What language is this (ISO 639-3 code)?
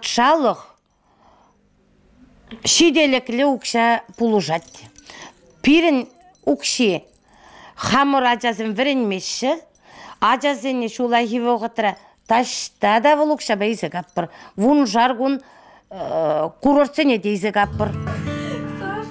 chv